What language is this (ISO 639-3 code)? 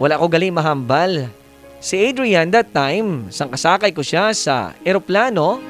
hil